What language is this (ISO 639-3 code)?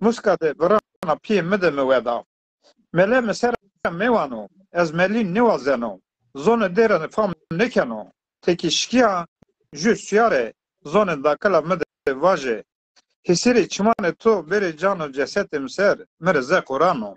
zza